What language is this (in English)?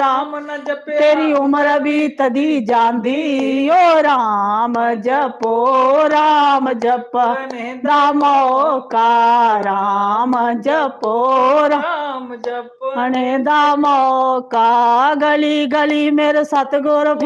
Dogri